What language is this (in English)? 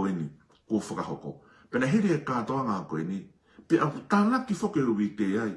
Tongan